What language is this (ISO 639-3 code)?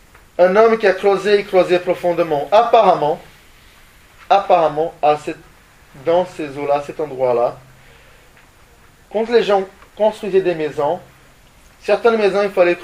fra